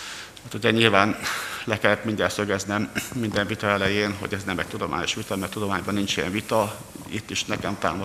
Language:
Hungarian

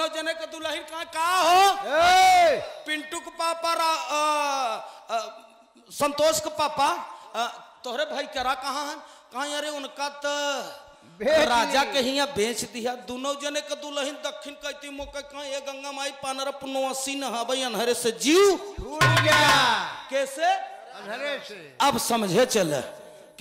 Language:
Bhojpuri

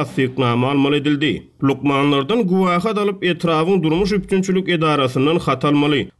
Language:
Turkmen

